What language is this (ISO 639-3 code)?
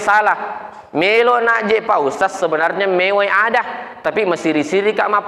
bug